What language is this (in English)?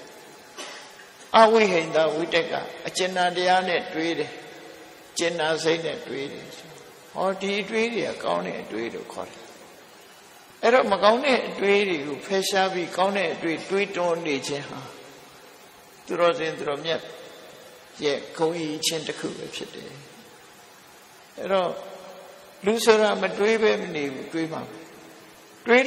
Burmese